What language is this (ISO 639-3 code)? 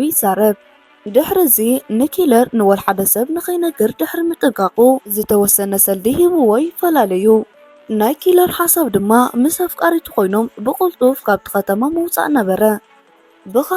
tir